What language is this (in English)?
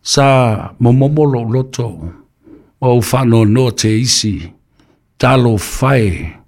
Samoan